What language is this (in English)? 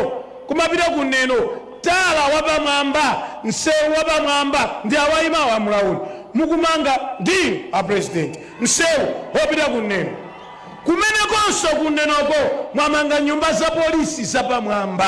Nyanja